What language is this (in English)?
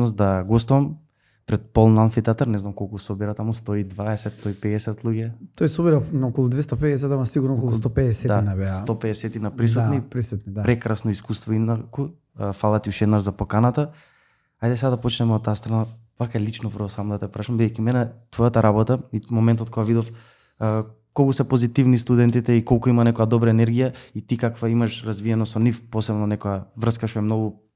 Macedonian